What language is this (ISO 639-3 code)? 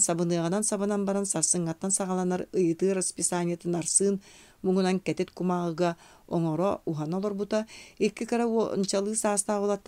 sah